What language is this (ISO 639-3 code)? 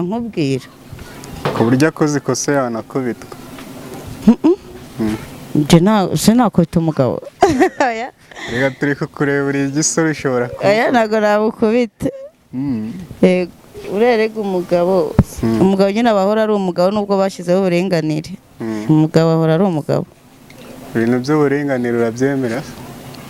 kin